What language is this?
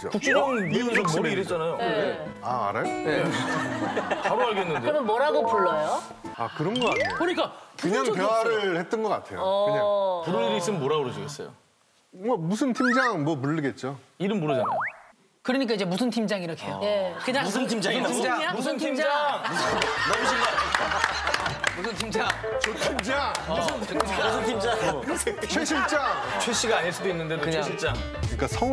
Korean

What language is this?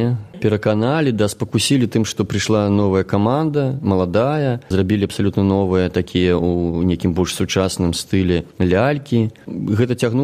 Belarusian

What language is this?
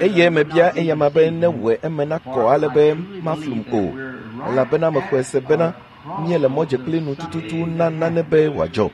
Ewe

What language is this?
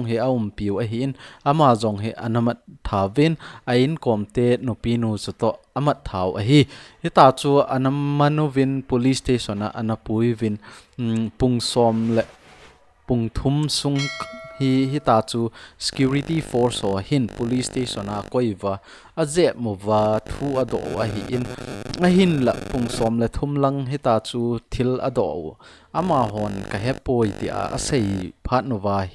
Thado Chin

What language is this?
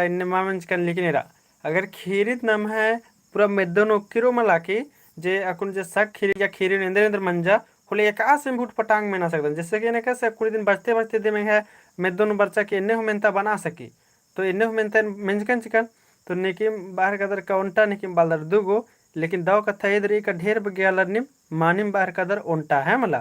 Kurukh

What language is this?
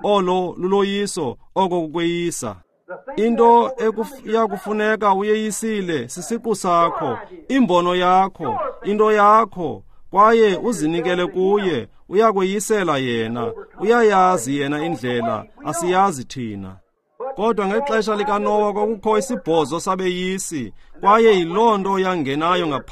Xhosa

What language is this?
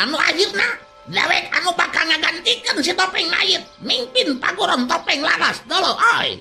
Sundanese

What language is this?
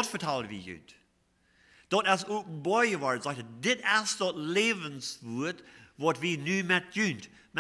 Plautdietsch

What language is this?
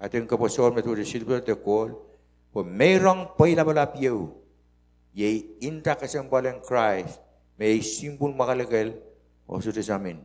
Pohnpeian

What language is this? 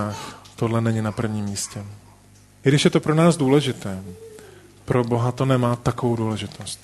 Czech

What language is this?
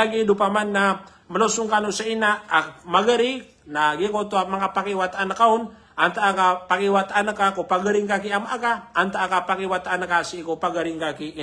Maranao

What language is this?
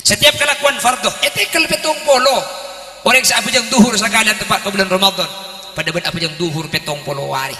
Madurese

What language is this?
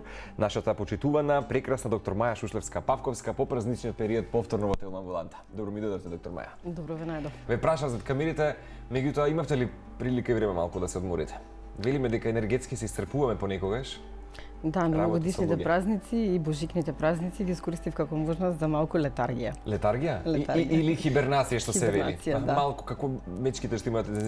Macedonian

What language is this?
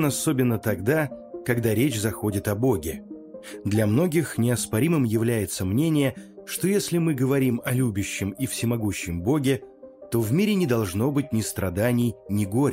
Russian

